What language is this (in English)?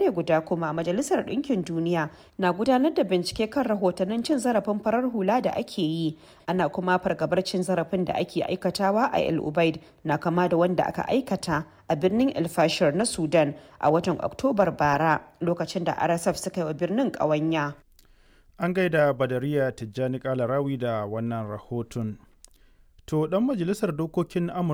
Hausa